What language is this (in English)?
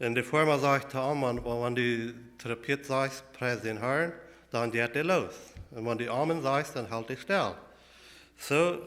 Plautdietsch